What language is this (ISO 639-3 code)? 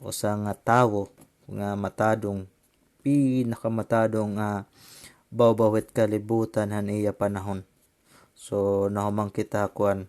war